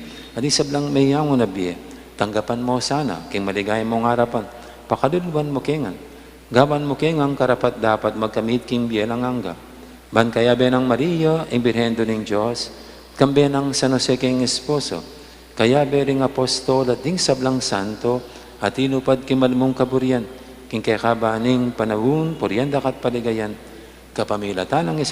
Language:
Pampanga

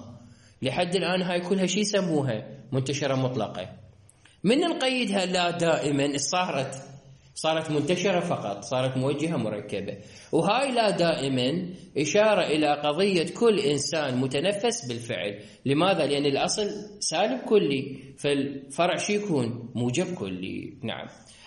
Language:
Mesopotamian Arabic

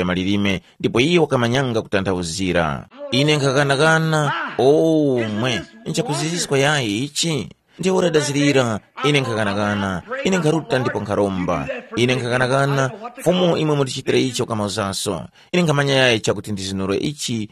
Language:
Tumbuka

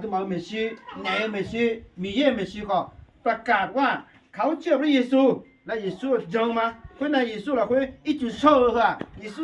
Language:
Akha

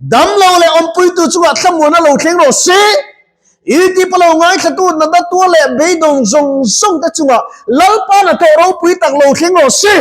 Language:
Mizo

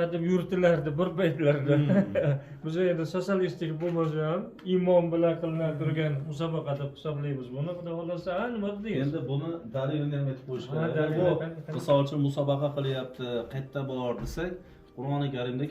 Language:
Uzbek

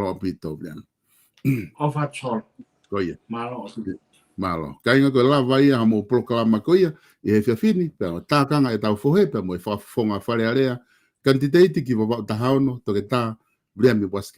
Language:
Tongan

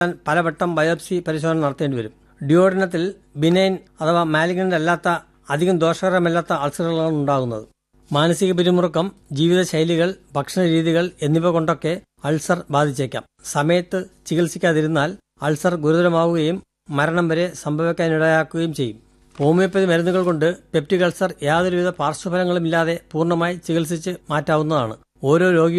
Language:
Malayalam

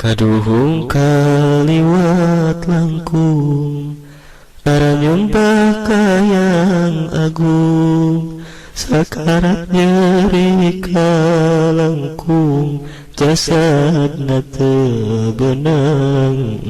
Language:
Sundanese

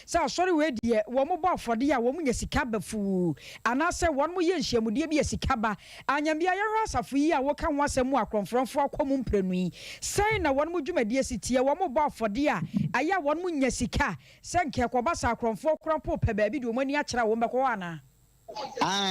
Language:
Akan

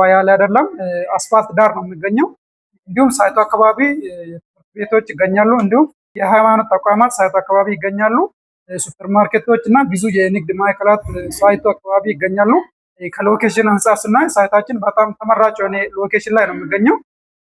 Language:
Amharic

